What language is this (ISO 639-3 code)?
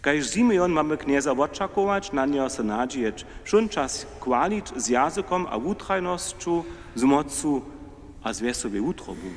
hsb